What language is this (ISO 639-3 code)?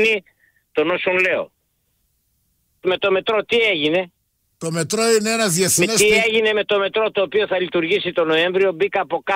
ell